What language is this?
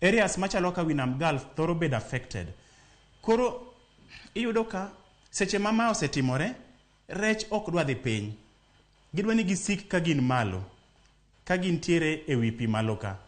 Luo (Kenya and Tanzania)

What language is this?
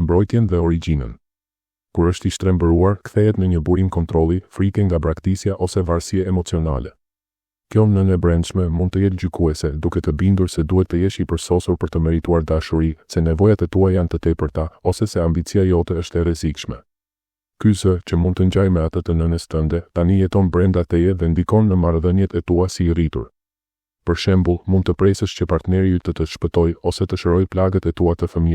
Albanian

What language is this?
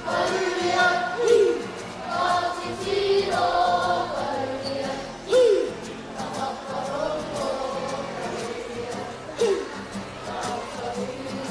Māori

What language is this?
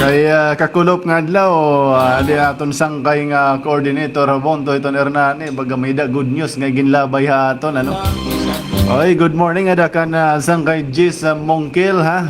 Waray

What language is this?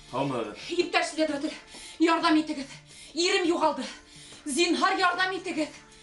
Bashkir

